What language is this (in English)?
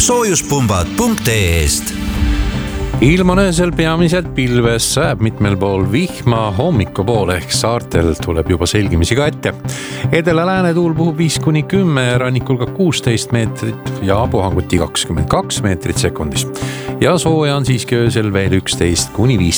Estonian